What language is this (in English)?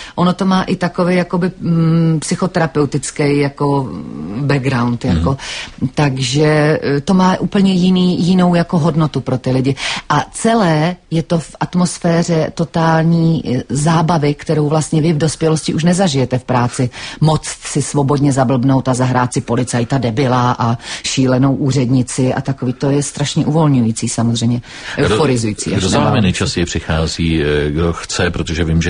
Czech